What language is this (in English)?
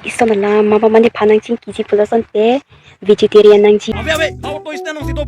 Karbi